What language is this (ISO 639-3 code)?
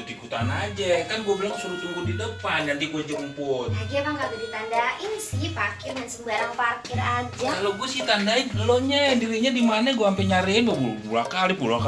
bew